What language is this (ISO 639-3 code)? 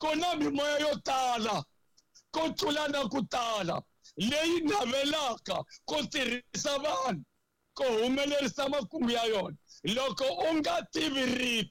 tso